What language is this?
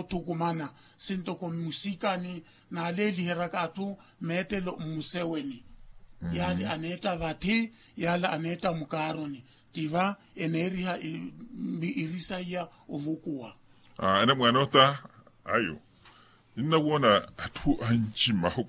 Makhuwa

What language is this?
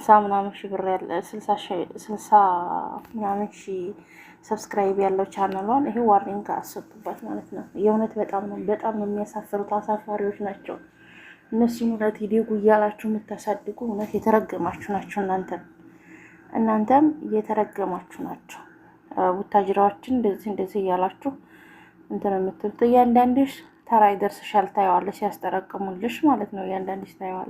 Amharic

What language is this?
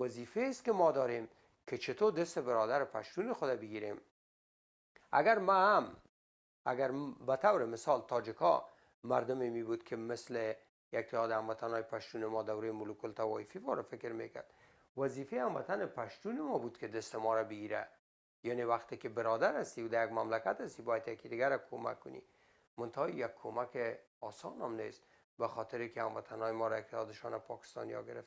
Persian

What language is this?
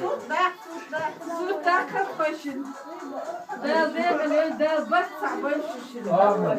Chechen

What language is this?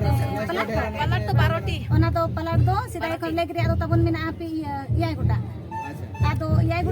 Santali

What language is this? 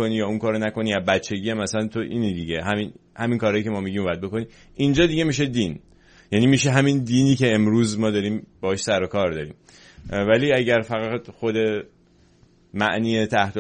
Persian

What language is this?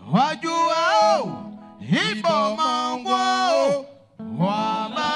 Baoulé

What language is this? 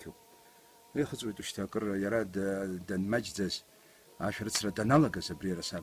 Abkhazian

